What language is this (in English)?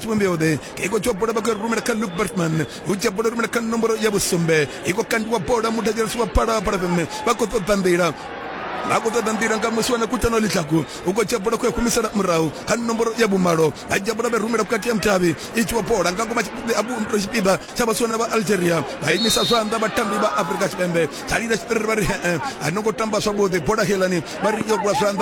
Venda